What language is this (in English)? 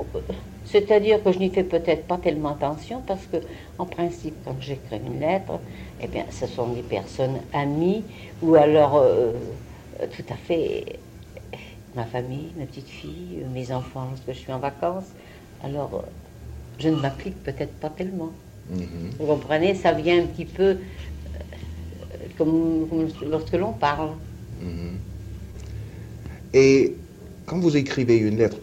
French